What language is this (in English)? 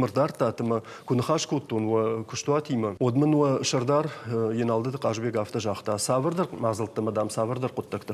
Ossetic